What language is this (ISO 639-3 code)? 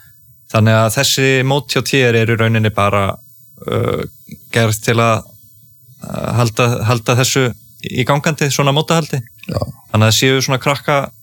isl